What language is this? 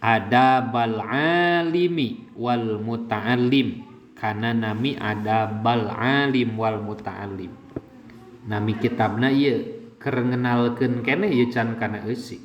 Sundanese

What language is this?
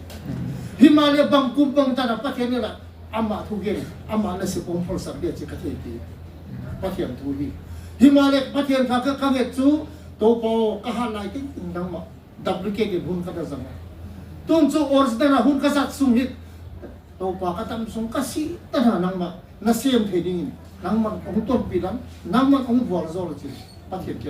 Tedim Chin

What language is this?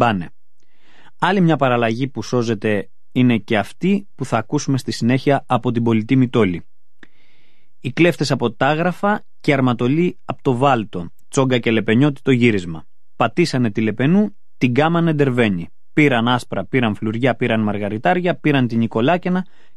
Greek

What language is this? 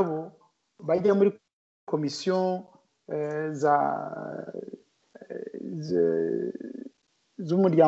Kinyarwanda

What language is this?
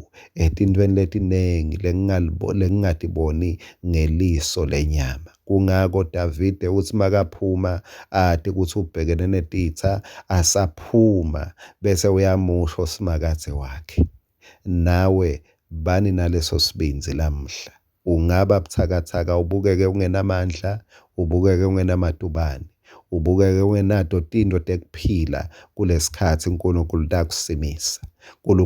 Swati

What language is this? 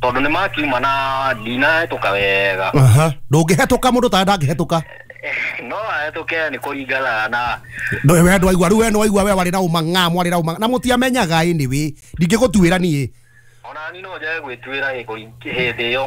Kikuyu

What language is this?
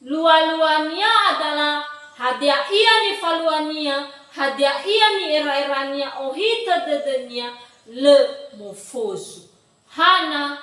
Nias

